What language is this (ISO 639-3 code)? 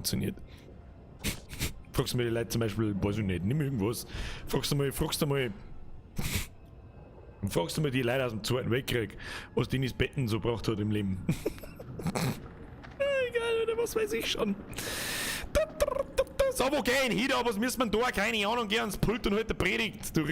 bar